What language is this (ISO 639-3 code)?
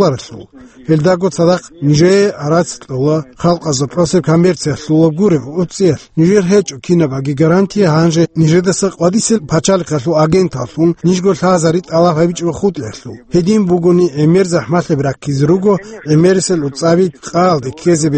ava